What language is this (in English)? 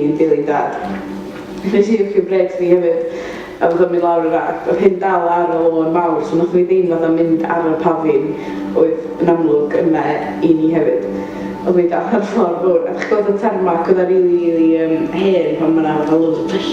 Welsh